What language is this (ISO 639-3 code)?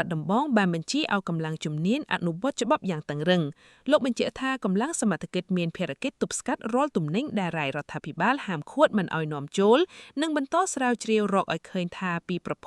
khm